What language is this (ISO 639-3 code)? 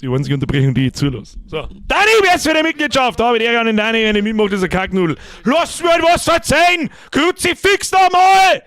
bar